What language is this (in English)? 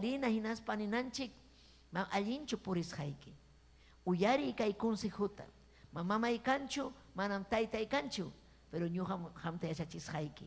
Ayacucho Quechua